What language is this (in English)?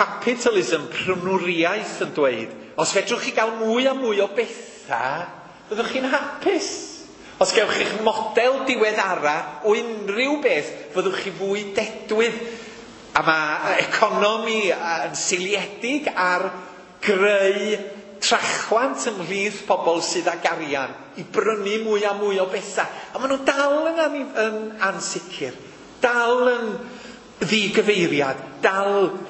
Welsh